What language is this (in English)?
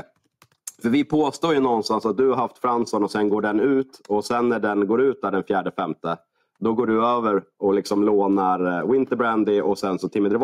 Swedish